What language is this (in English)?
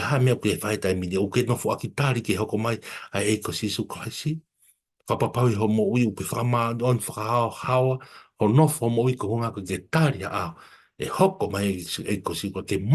Tongan